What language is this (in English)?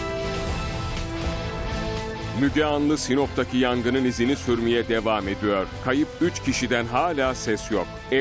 Turkish